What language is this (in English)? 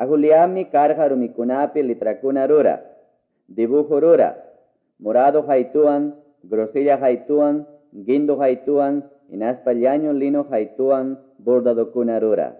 Quechua